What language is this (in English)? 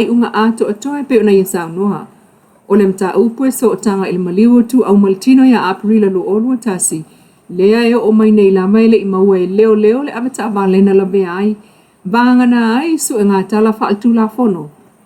Samoan